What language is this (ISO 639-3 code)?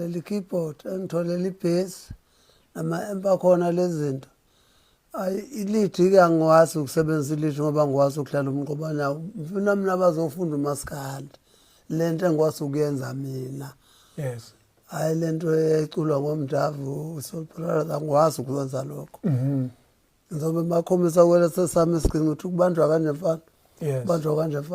zul